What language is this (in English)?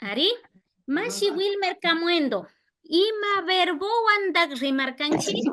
Imbabura Highland Quichua